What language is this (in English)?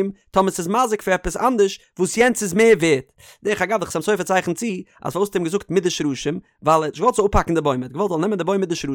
Yiddish